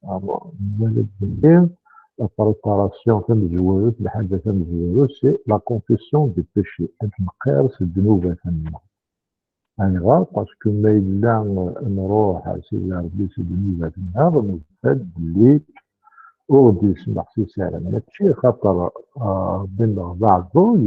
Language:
Kabyle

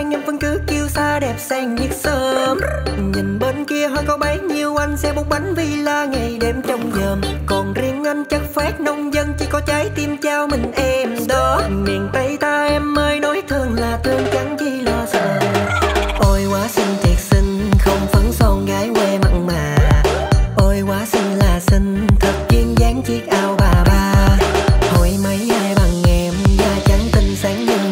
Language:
Vietnamese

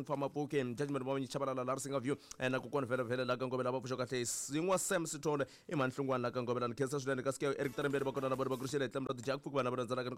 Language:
Tsonga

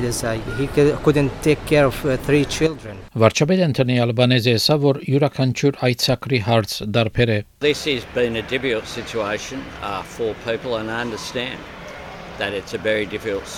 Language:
Armenian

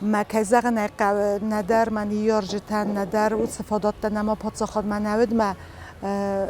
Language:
Ossetic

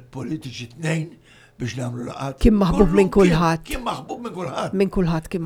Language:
Maltese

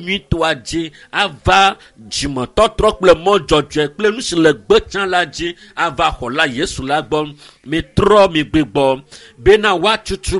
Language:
Ewe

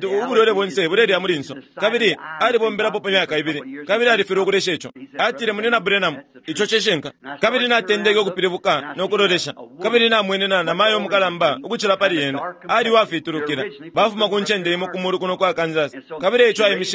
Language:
Bemba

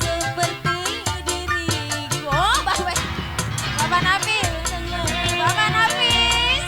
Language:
Betawi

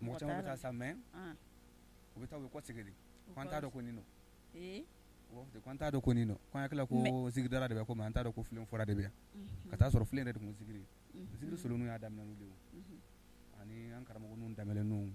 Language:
Bambara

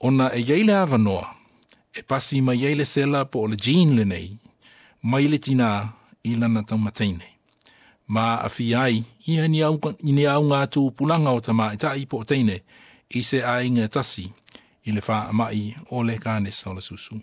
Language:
Samoan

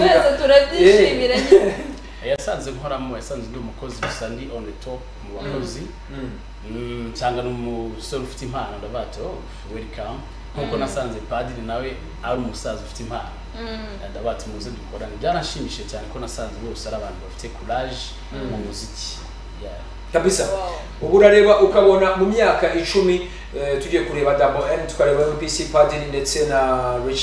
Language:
Kinyarwanda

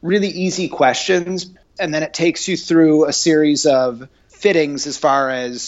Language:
English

